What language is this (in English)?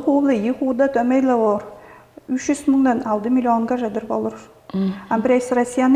Tuvinian